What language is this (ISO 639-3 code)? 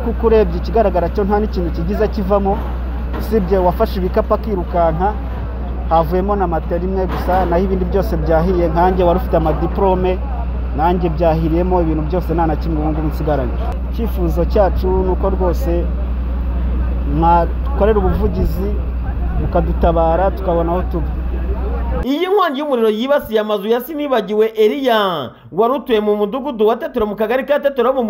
kin